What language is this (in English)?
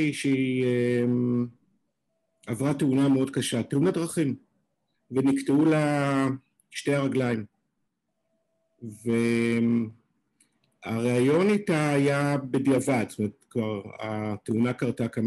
Hebrew